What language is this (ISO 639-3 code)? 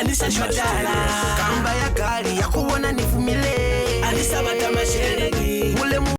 loz